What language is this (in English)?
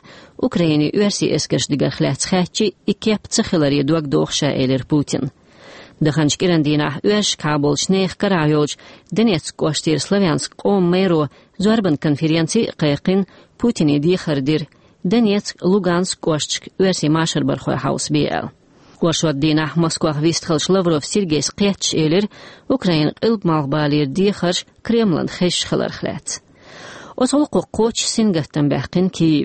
Chechen